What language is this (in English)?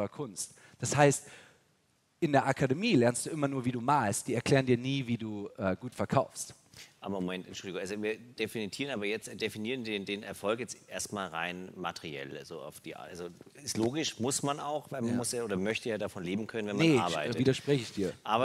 German